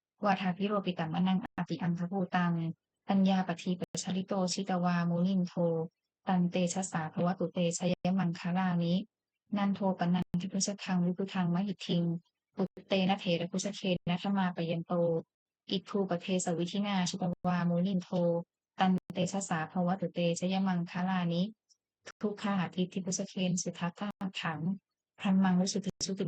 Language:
Pali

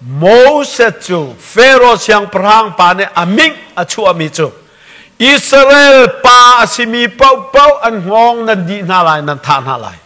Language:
Hakha Chin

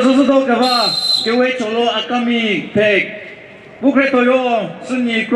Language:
Chokri Naga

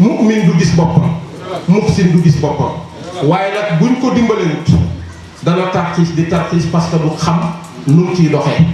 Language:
Wolof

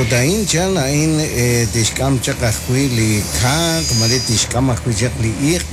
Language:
Kekchí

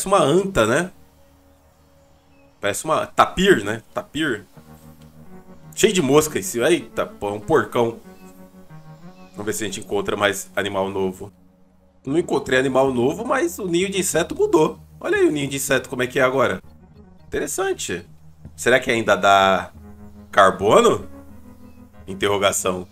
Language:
Portuguese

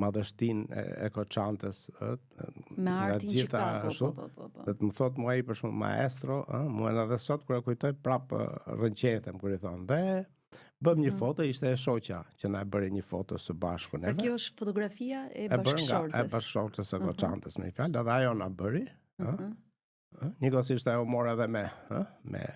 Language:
Albanian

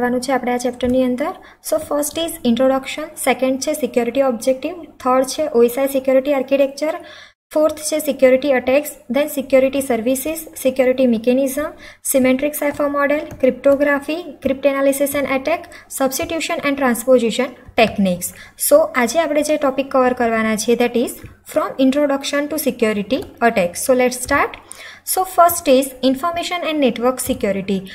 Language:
Gujarati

